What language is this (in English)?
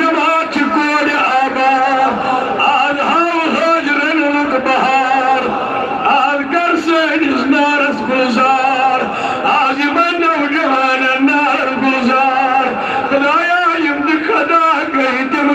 Kashmiri